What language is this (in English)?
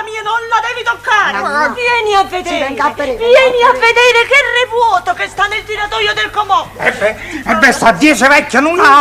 Neapolitan